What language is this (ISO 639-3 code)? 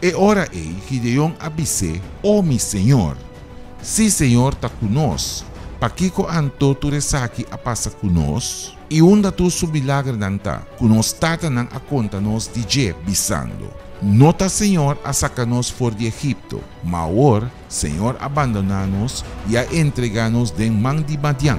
pap